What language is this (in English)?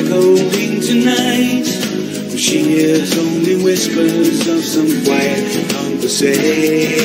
English